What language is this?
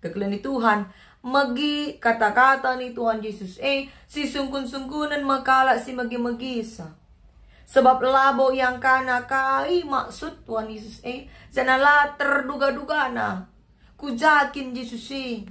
Batak Karo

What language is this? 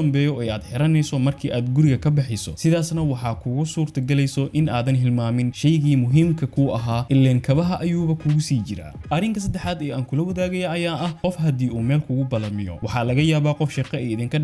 Somali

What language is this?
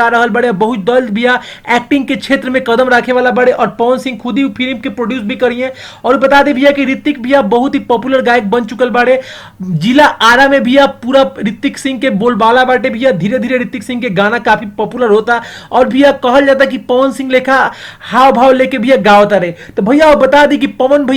Bhojpuri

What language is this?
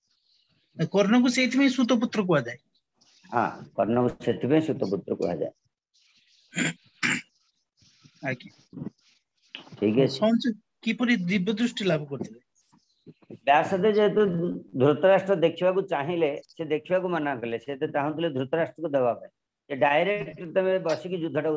Odia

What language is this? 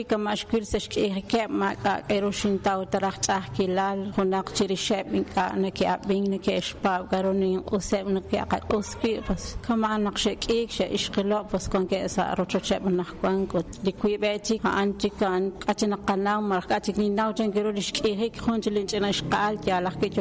Kekchí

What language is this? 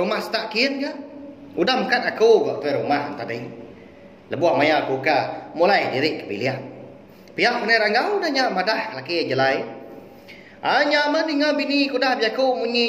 Iban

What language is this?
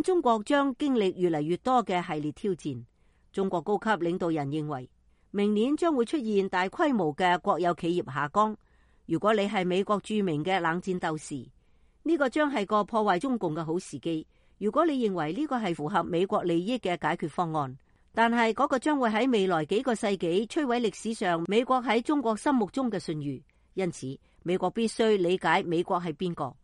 Cantonese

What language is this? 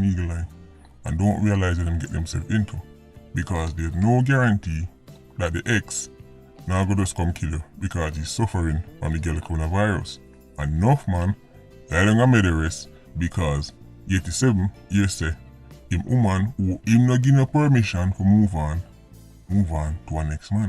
Jamaican Creole English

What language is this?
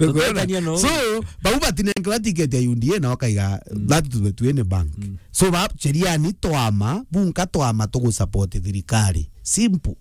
Meru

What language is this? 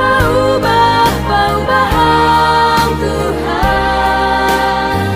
Batak Simalungun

